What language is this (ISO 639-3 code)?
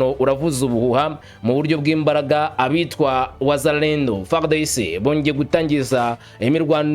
kin